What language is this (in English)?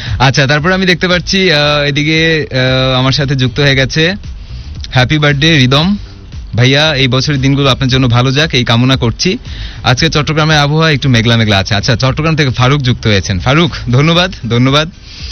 Bangla